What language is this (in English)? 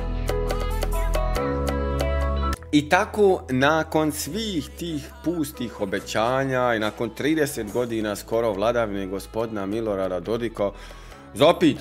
Bosnian